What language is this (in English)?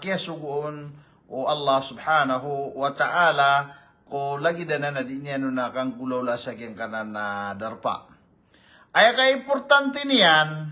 Maranao